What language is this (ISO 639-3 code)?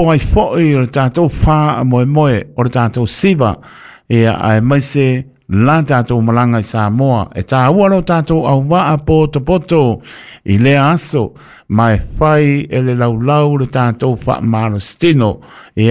smo